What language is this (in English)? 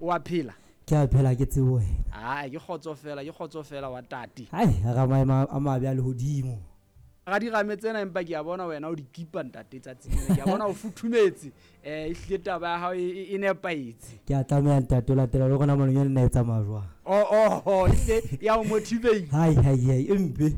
Southern Sotho